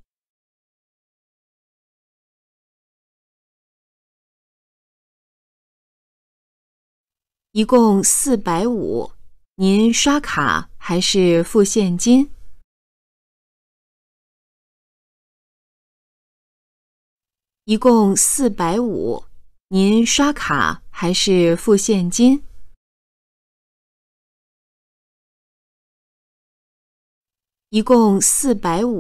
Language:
Chinese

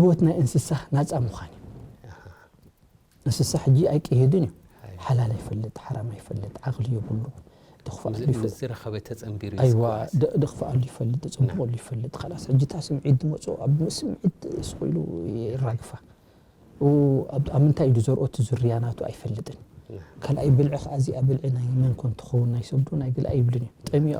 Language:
Tigrinya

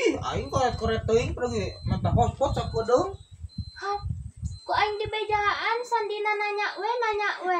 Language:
Sundanese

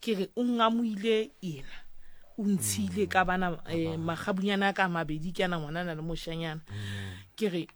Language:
Southern Sotho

